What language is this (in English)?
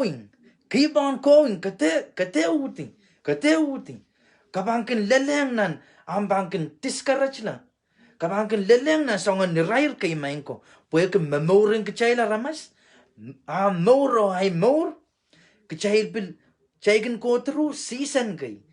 Pohnpeian